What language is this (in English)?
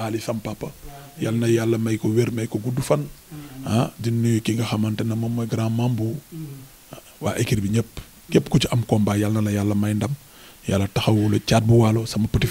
Wolof